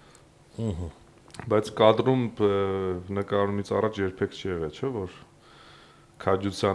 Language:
Armenian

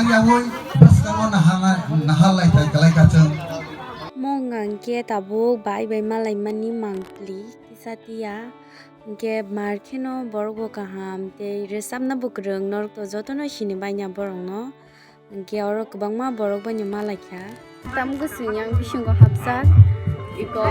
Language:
Kok Borok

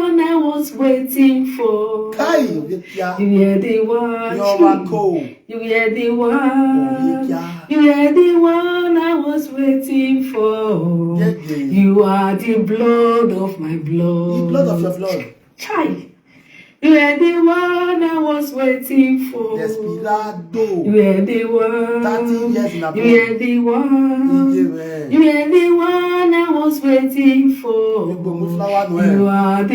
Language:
Nigerian Pidgin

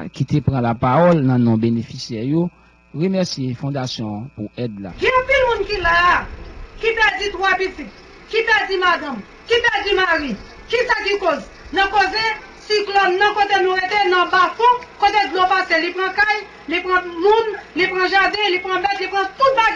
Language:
Haitian Creole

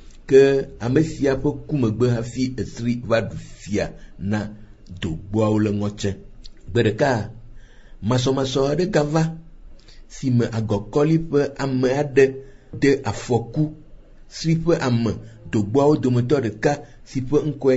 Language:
Ewe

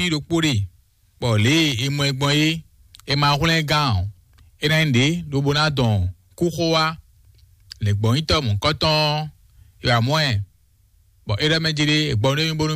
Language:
Fon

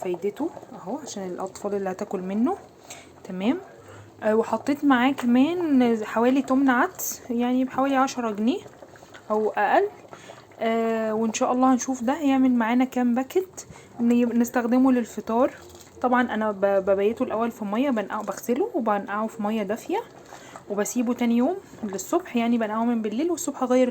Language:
Egyptian Arabic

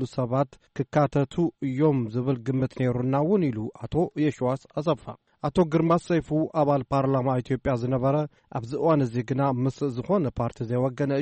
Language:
Tigrinya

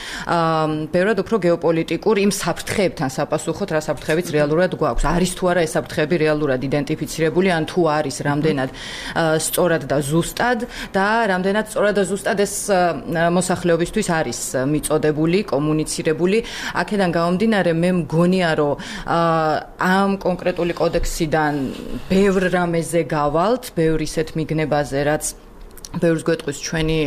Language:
Georgian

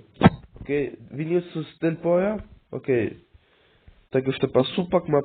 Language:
Albanian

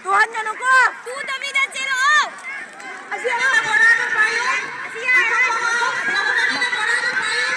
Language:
Manipuri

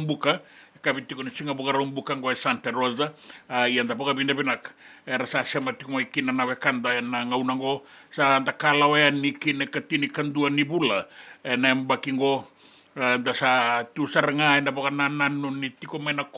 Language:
Fijian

